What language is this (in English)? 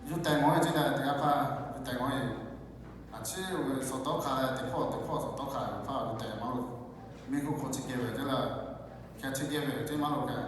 Lahu